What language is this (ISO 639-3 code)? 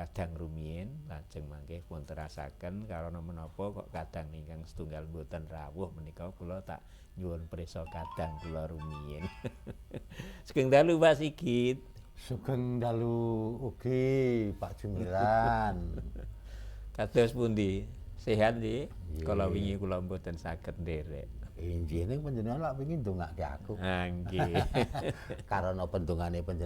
jav